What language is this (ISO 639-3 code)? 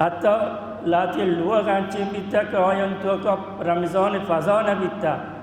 bal